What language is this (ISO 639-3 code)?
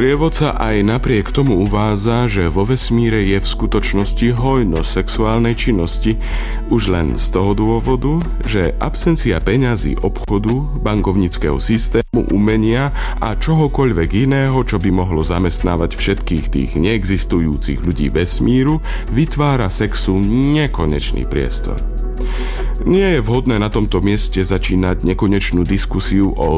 slk